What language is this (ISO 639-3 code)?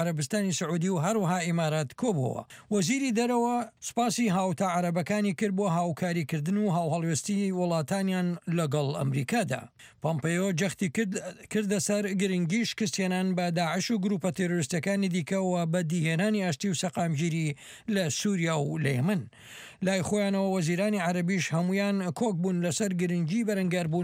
ckb